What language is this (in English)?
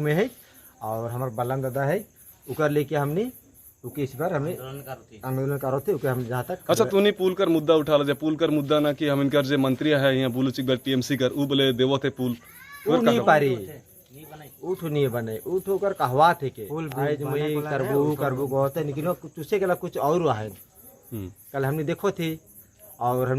Sadri